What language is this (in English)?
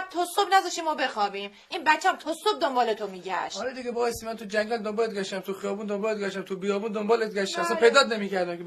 Gilaki